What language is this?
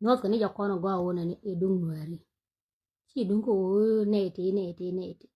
Nuer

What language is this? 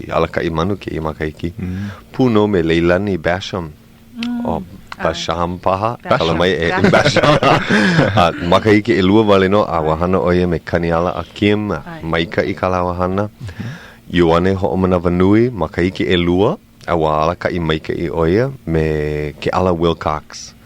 Hawaiian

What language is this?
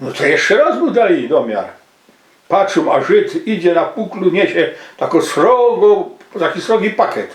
Silesian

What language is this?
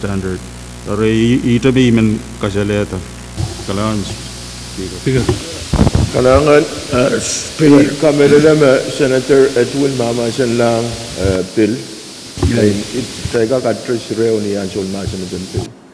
Pohnpeian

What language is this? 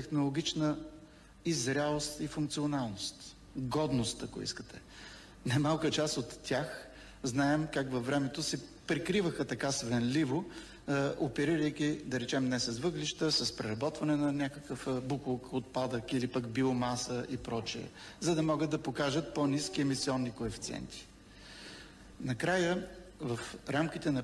Bulgarian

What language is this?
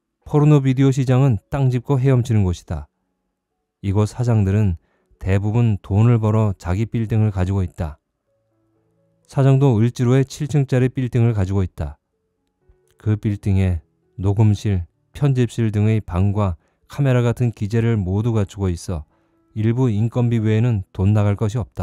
Korean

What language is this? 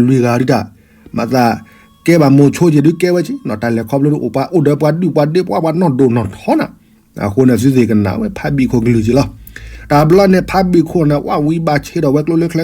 S'gaw Karen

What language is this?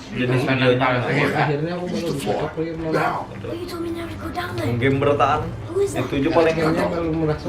Banjar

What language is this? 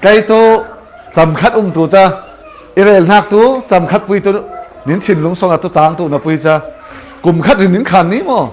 Falam Chin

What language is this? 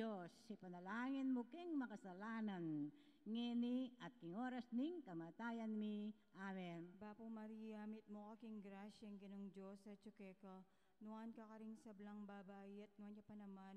Pampanga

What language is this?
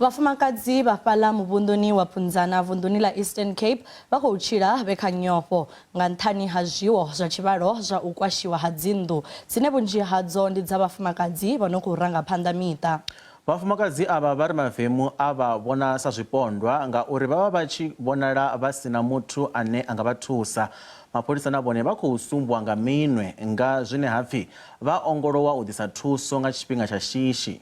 Venda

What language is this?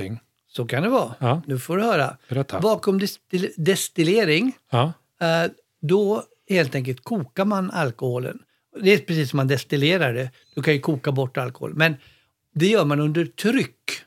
Swedish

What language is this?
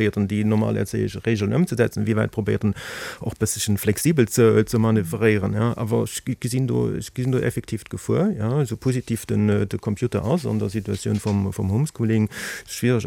Luxembourgish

